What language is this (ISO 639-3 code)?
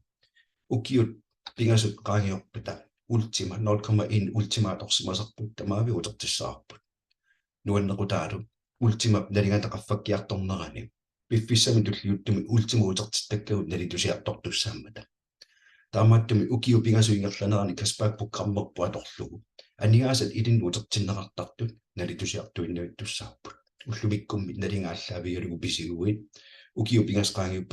kal